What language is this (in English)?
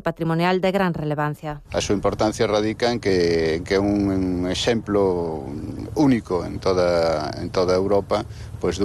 Galician